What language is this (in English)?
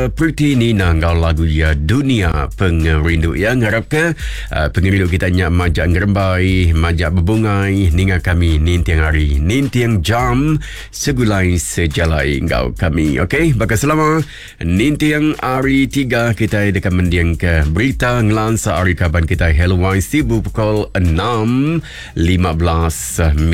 Iban